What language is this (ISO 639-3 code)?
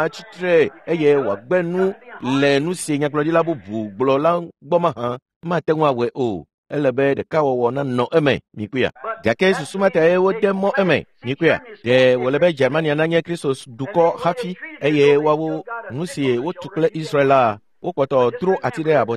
ewe